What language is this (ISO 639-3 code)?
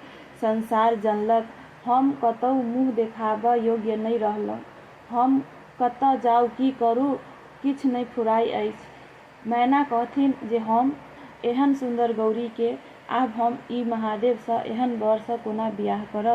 mai